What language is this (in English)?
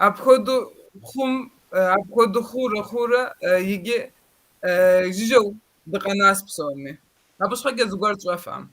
Kabardian